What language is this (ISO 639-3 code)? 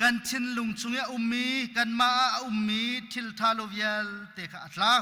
cnh